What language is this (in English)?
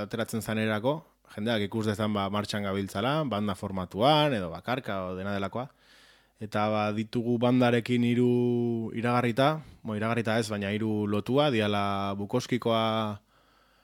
Basque